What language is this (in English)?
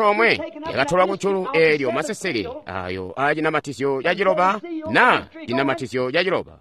Tonga (Zambia)